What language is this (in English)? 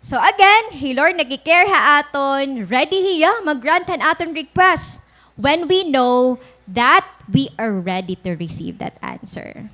Waray